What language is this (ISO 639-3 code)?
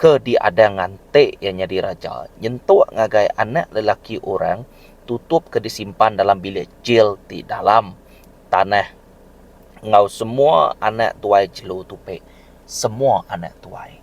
iba